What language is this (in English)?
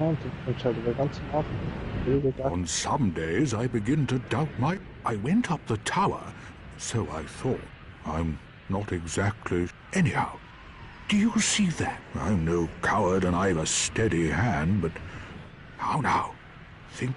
Swiss German